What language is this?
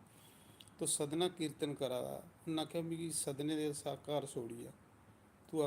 Dogri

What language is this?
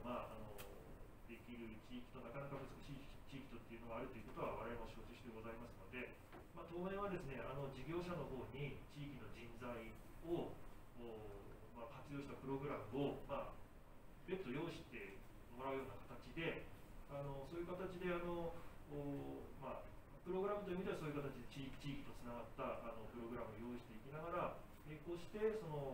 Japanese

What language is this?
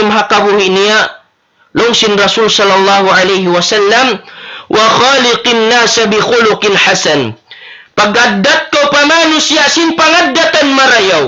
Tausug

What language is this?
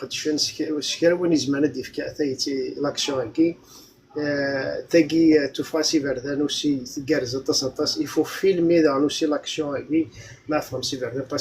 Kabyle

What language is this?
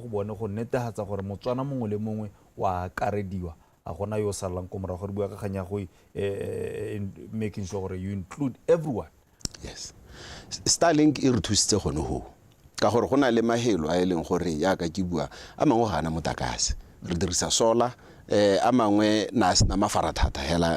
Tswana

